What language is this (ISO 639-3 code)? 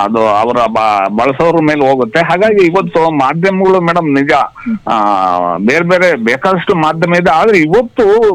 kan